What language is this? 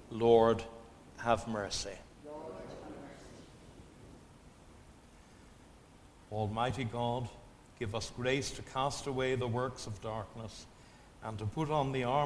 English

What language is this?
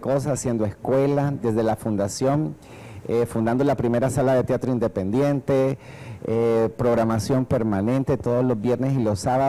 Spanish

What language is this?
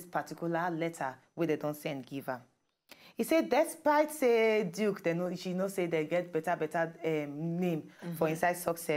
Nigerian Pidgin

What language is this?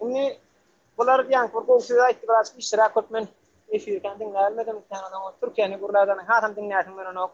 Turkmen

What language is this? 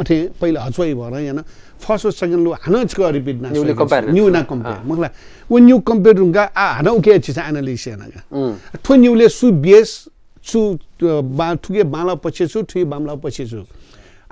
Newari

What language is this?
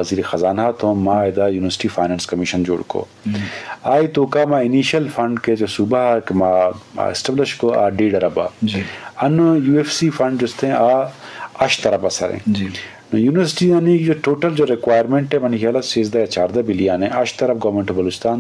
Eastern Balochi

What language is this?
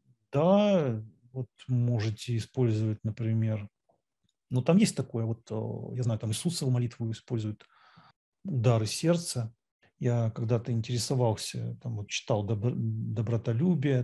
Russian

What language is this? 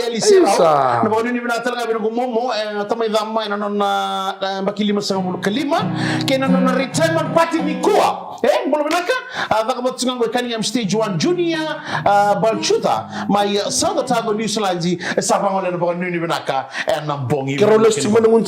Fijian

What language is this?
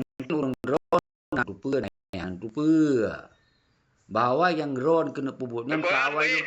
Achinese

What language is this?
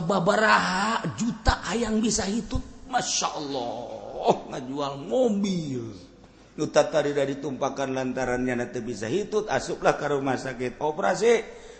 Sundanese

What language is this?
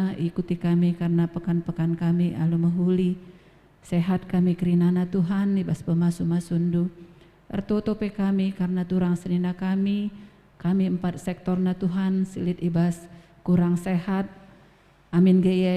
Batak Karo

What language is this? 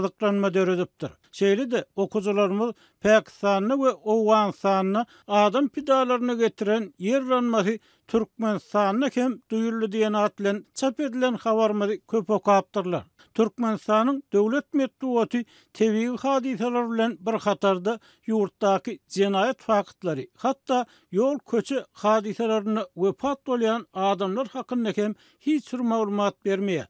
Turkmen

